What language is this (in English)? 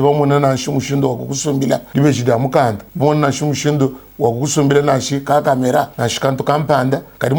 Luba-Lulua